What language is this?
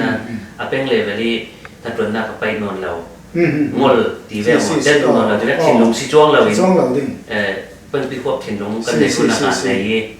Falam Chin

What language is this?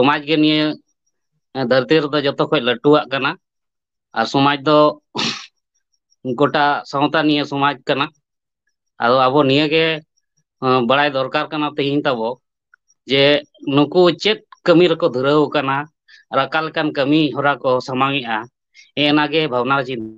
Santali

